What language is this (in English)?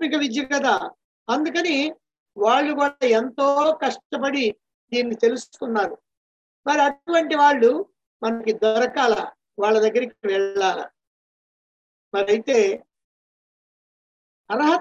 Telugu